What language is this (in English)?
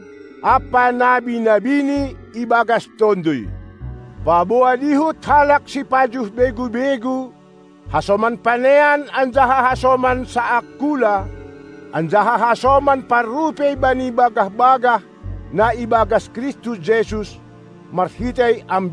Batak Simalungun